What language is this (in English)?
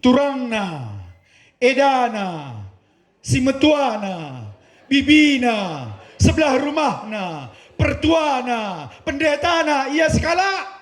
Batak Karo